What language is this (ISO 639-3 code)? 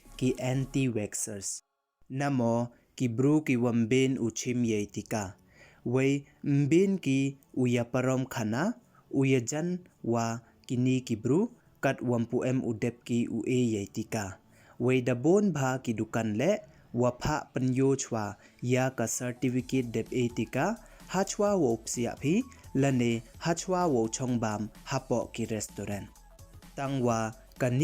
pbv